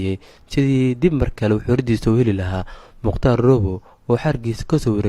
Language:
Somali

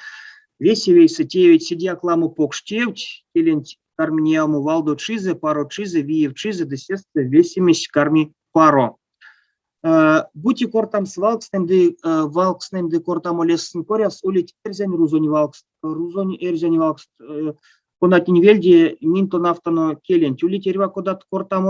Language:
Erzya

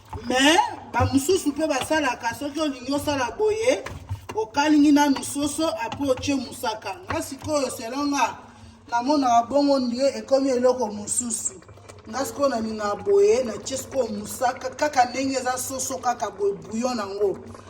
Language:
Lingala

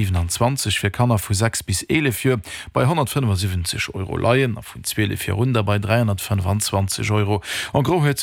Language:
Luxembourgish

